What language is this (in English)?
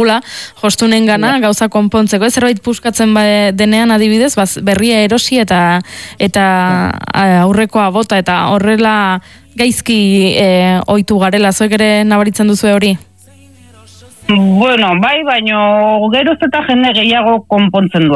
Basque